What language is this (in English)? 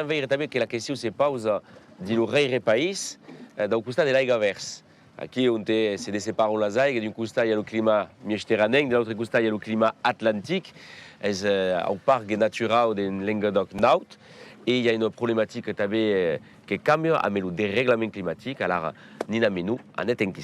Occitan